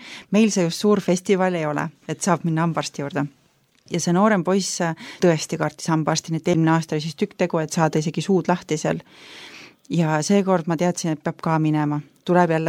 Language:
Estonian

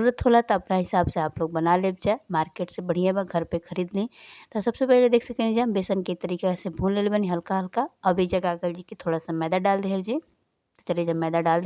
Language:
Bhojpuri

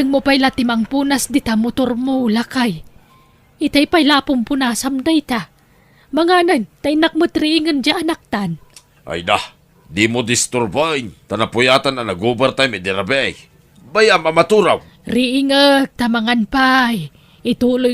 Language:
Iloko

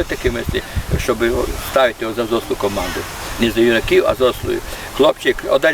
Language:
Rusyn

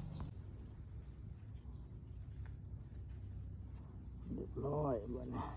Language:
Lao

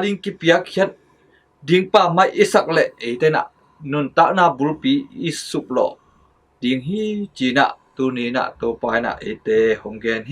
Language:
Tedim Chin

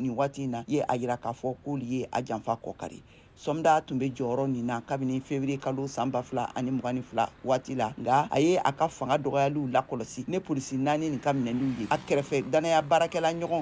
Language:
Bambara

